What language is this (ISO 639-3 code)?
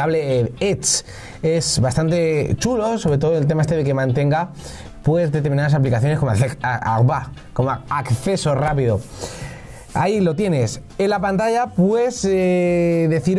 spa